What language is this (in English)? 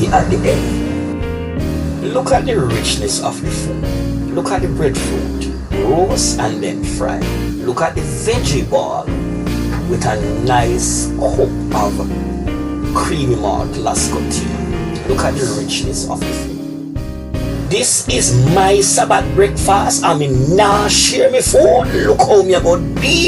Jamaican Creole English